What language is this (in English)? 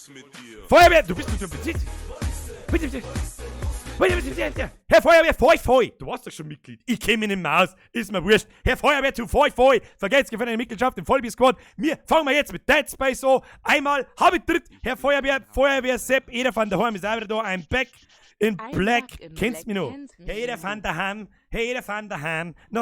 Bavarian